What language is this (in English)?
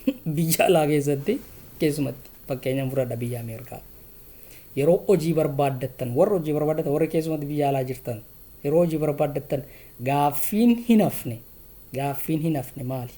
Oromo